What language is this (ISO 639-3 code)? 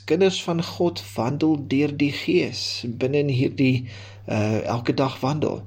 afr